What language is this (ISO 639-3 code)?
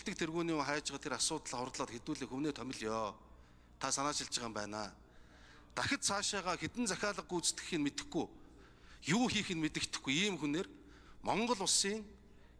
mon